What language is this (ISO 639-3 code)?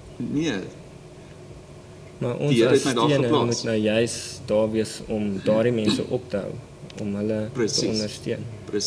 afr